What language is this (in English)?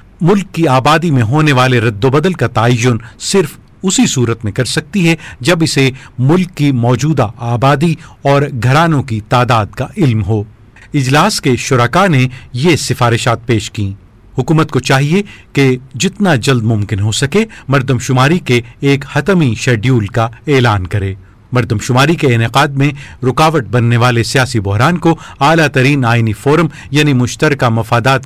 Urdu